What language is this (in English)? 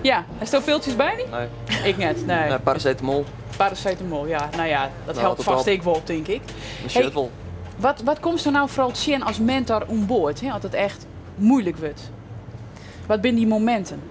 Western Frisian